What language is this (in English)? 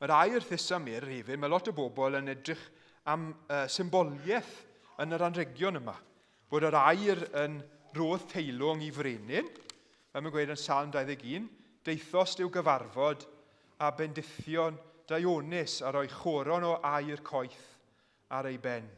Welsh